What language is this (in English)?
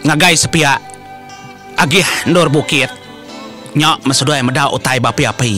Iban